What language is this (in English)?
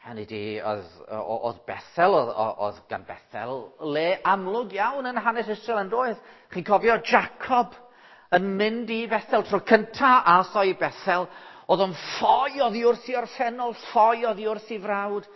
Welsh